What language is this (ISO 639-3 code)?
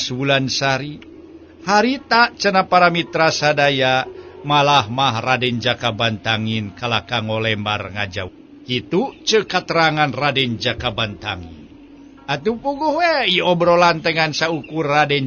sun